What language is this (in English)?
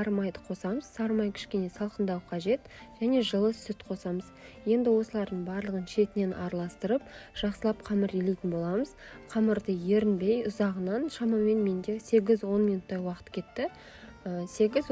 Kazakh